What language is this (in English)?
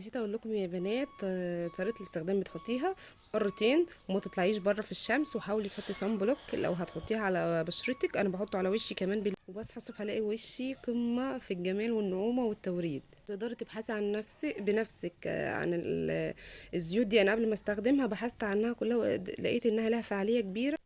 Egyptian Arabic